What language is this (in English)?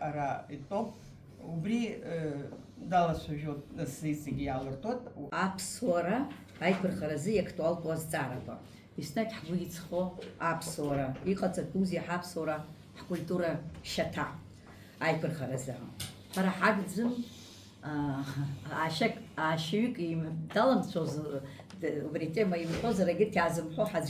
Abkhazian